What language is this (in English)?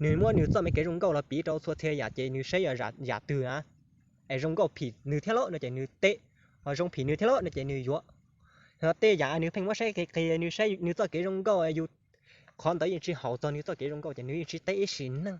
Hmong